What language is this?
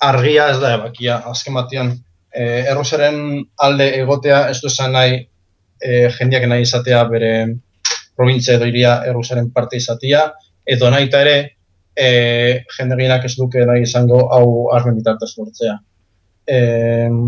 Basque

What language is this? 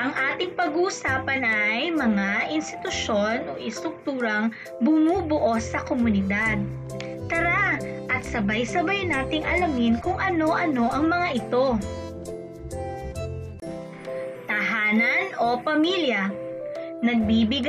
Filipino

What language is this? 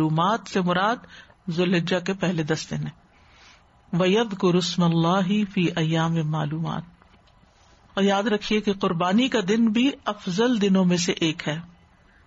Urdu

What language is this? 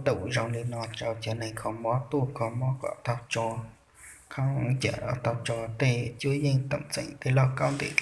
Hmong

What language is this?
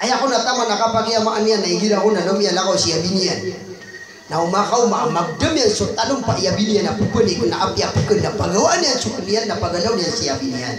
Maranao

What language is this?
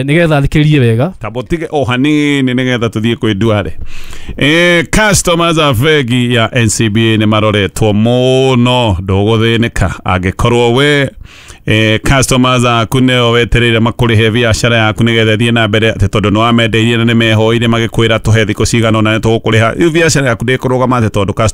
Kikuyu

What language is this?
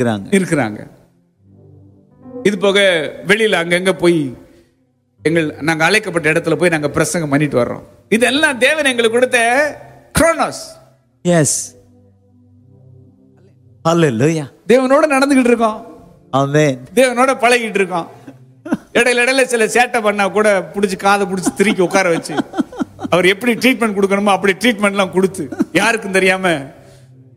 Tamil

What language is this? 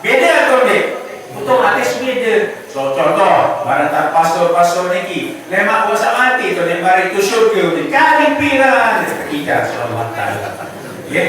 Sasak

